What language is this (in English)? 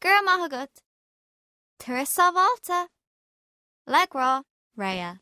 Irish